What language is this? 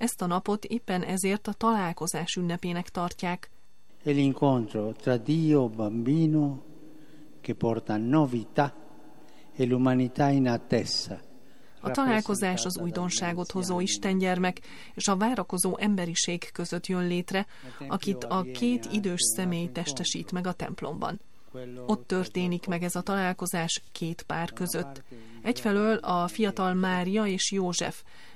Hungarian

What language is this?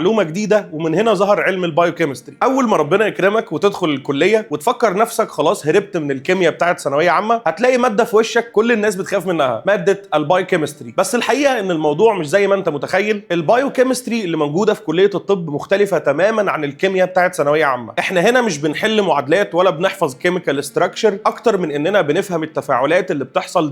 Egyptian Arabic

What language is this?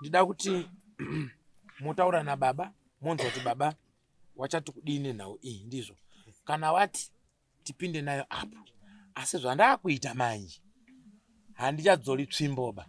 Shona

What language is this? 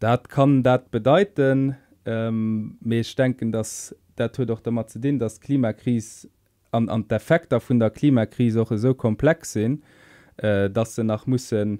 Luxembourgish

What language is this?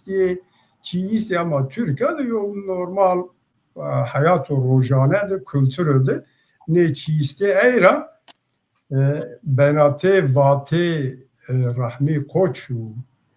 Zaza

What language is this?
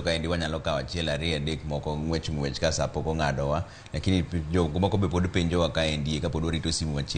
Luo (Kenya and Tanzania)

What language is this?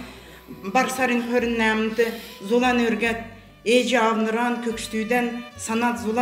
Kalmyk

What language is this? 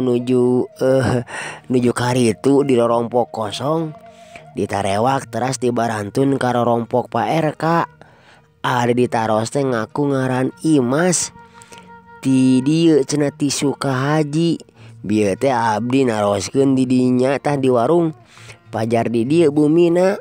Sundanese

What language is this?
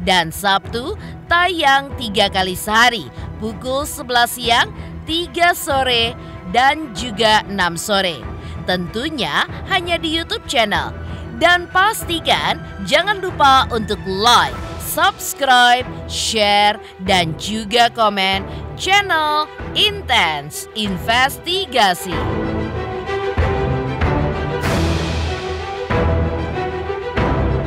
Indonesian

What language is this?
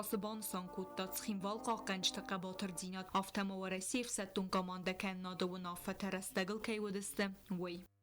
Ossetic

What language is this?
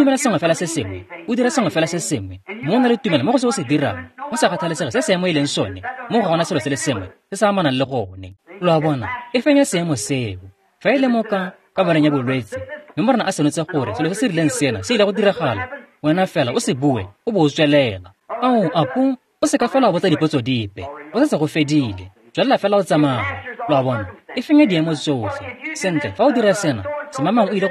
Tswana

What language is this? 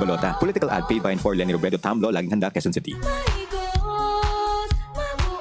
Bikol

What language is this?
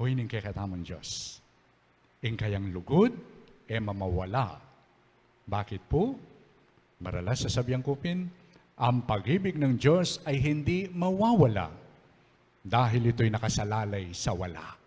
Pampanga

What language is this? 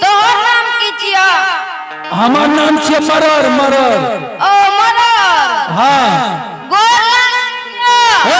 Angika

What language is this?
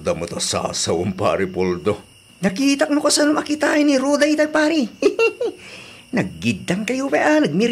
Iloko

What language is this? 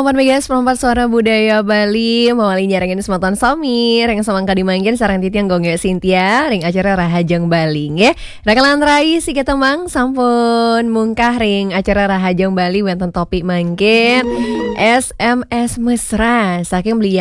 Balinese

